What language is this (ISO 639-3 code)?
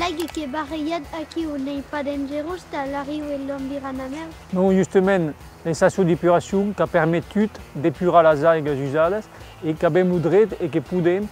oci